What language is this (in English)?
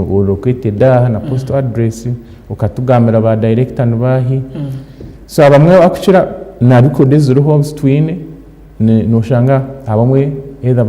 Nyankole